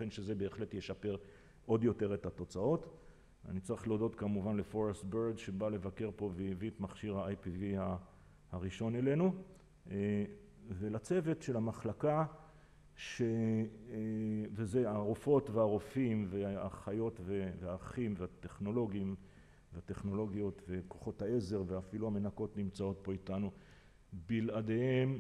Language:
Hebrew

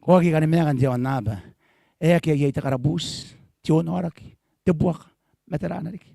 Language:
Gilbertese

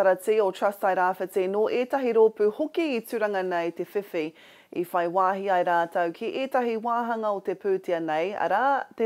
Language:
Māori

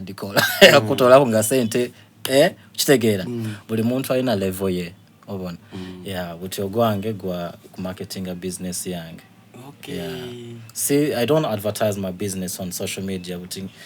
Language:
Soga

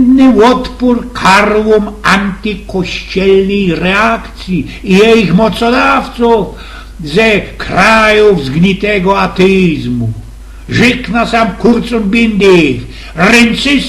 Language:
Silesian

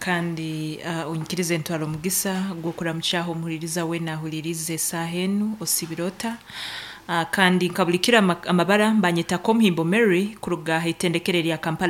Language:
Nyankole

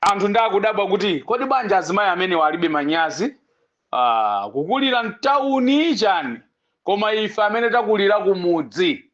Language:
Nyanja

